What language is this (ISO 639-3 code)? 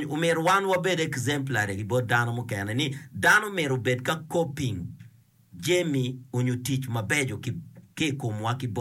ach